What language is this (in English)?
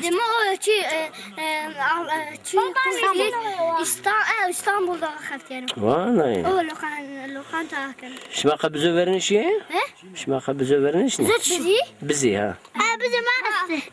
Zaza